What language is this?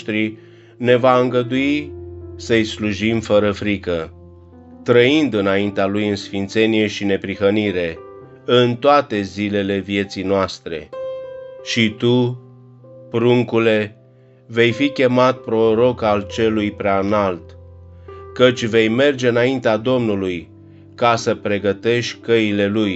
Romanian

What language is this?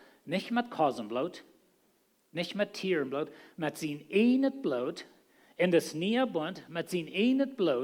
Plautdietsch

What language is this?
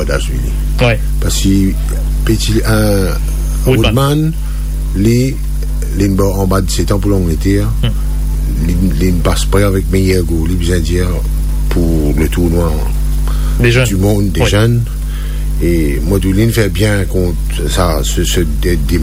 Morisyen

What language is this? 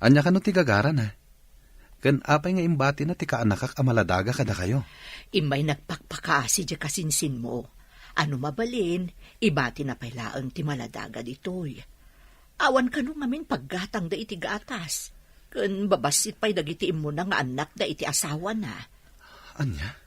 Iloko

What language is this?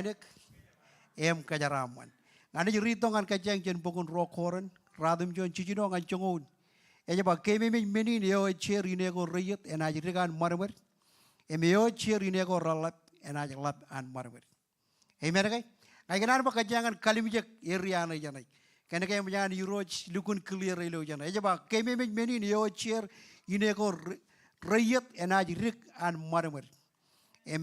Marshallese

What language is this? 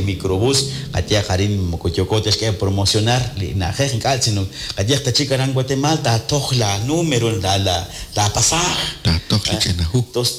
Kekchí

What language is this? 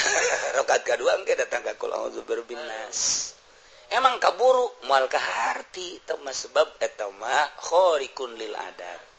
Sundanese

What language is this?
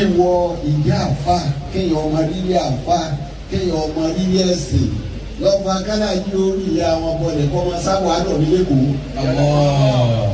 Yoruba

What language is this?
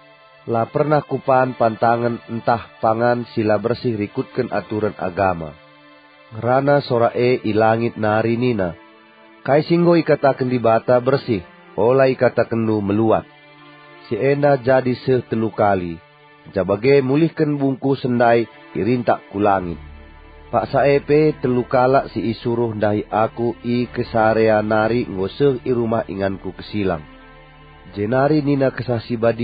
Batak Karo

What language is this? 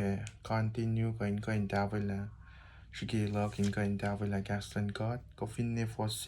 Kosraean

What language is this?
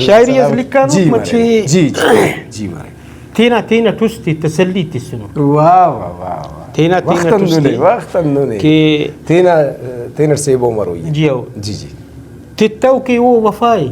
Brahui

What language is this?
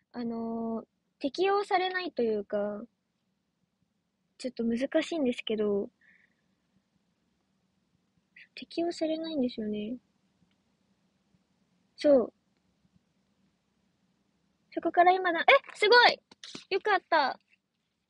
Japanese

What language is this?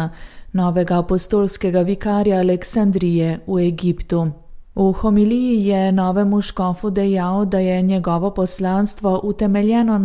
Slovenian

